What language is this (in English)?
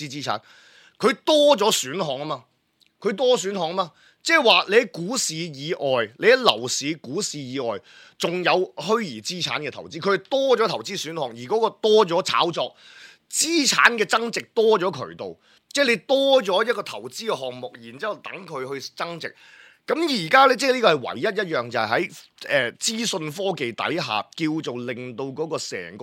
Cantonese